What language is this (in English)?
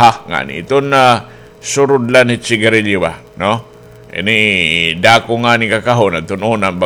Waray